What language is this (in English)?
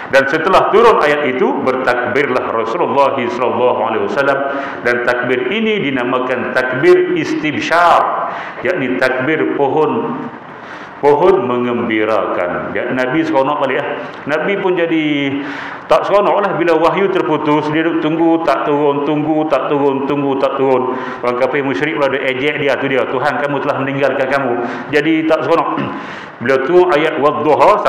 Malay